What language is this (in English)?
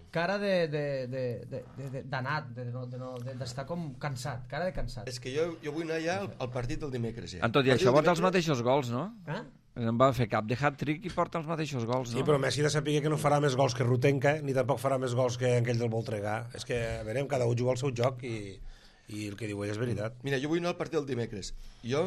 Catalan